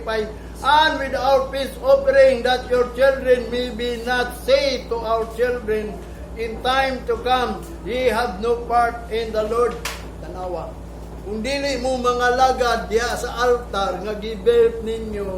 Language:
Cebuano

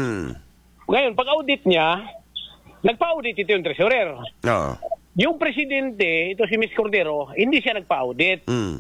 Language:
Filipino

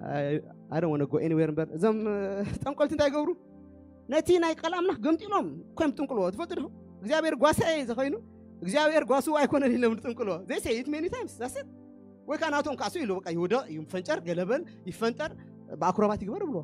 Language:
Tigrinya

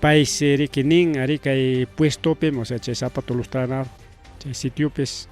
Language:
Ayacucho Quechua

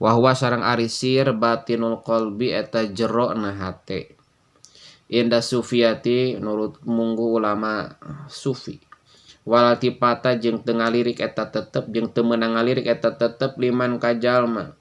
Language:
Sundanese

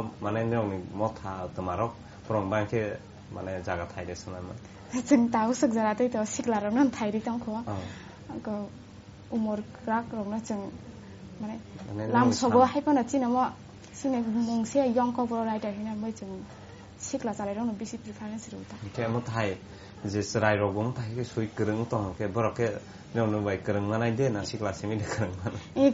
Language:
Kok Borok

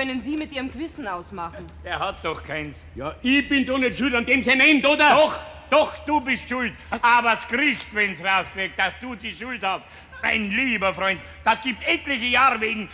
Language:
Bavarian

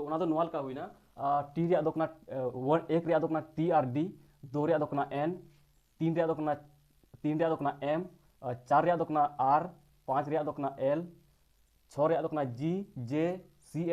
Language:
Santali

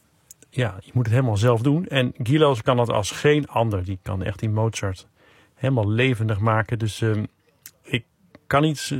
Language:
Dutch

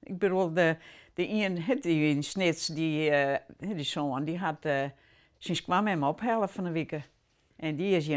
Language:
Western Frisian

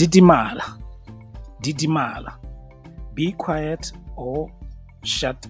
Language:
Tswana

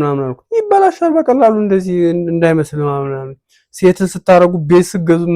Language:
Amharic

